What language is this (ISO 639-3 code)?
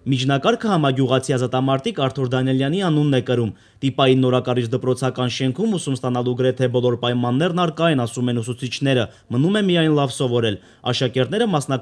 hye